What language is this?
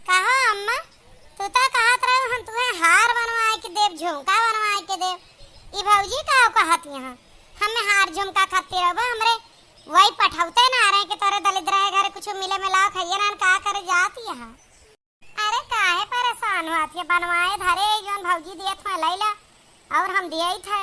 Awadhi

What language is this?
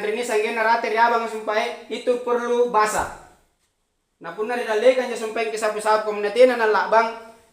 Makasar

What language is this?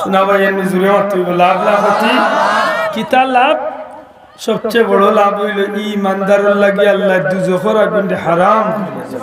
Sylheti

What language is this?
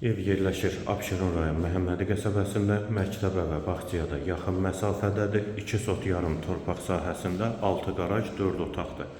Azerbaijani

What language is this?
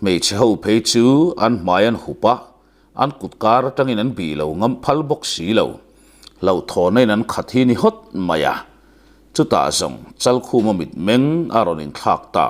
Mizo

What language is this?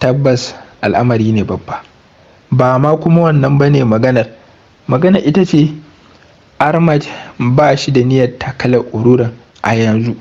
Hausa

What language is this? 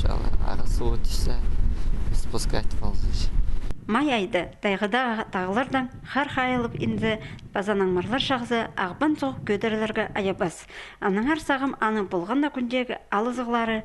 Khakas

